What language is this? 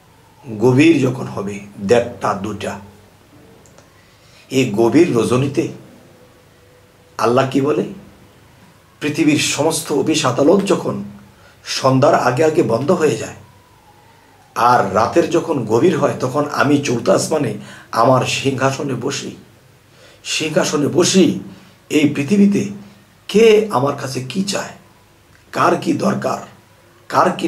Bangla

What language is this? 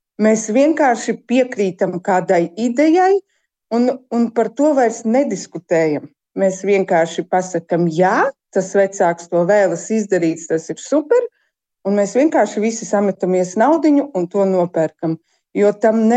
Latvian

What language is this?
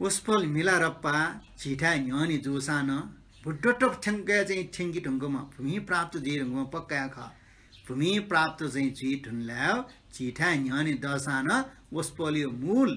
Newari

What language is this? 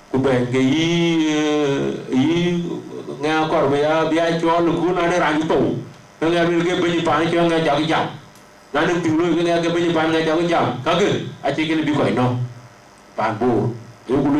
Dinka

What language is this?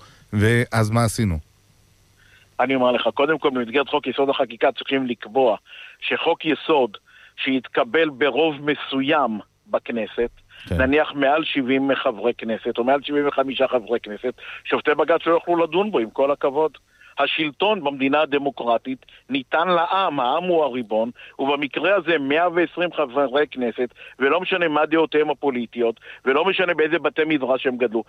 Hebrew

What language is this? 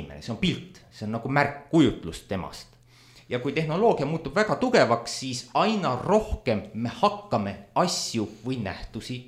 Estonian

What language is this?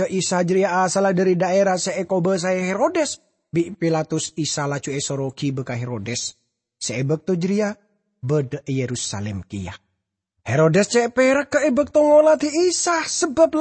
Madurese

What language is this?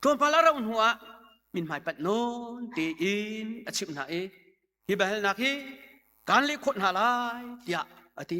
Hakha Chin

